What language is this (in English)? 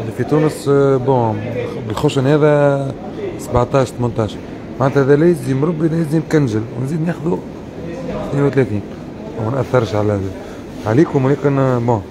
Tunisian Arabic